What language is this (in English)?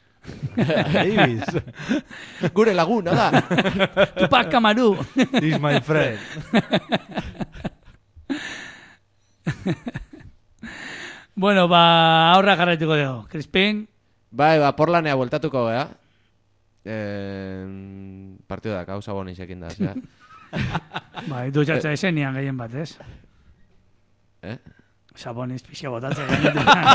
Basque